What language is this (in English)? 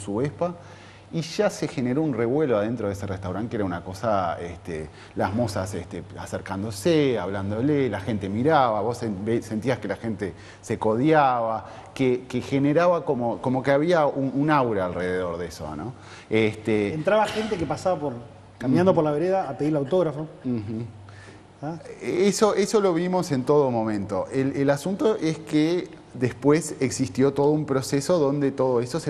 Spanish